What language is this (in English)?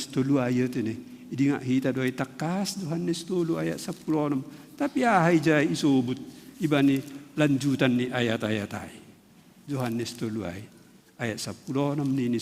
Batak Simalungun